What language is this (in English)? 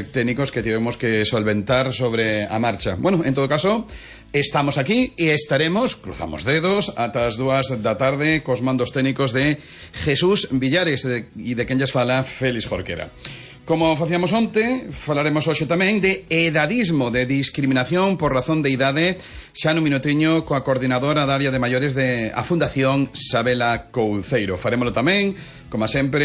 Galician